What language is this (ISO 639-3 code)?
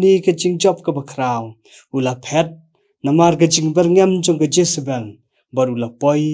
kha